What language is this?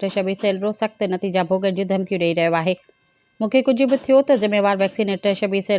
Sindhi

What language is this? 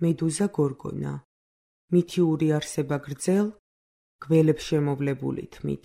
Georgian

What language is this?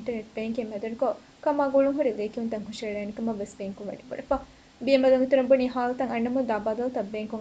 Divehi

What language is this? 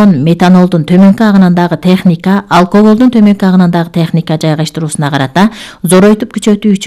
Kyrgyz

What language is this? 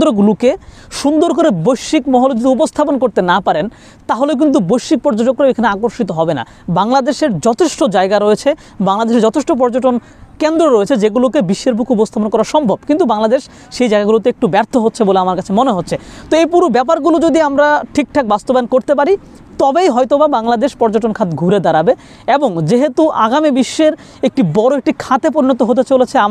Bangla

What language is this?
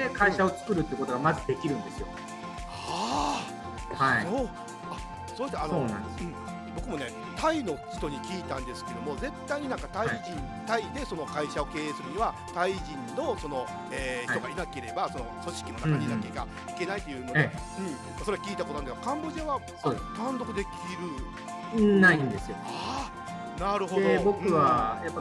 Japanese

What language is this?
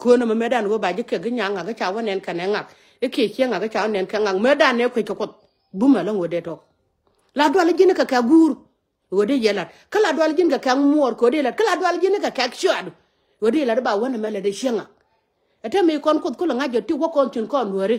Nuer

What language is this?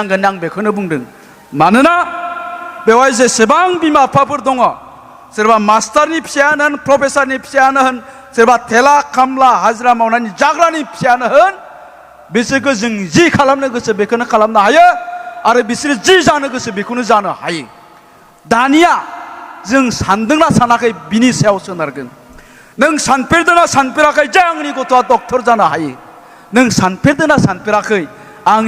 Bodo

